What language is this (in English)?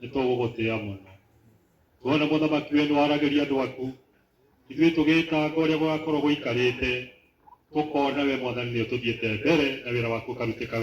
Kikuyu